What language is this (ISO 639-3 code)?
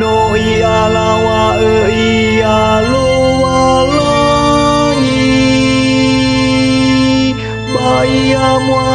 nia